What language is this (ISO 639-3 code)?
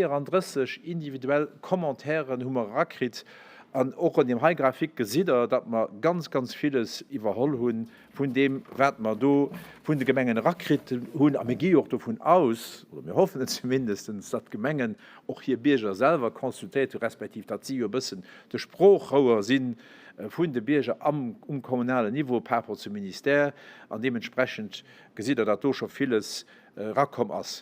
ltz